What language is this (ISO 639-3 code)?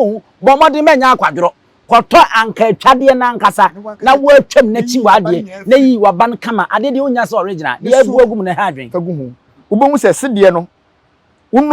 aka